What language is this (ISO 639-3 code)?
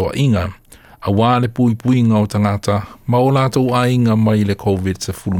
smo